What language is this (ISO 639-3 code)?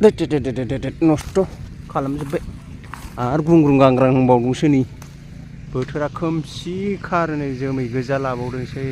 brx